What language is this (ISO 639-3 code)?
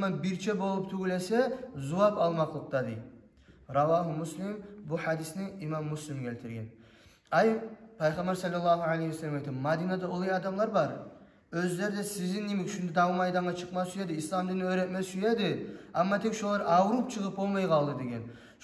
kum